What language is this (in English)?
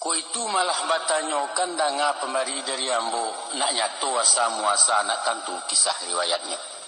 Minangkabau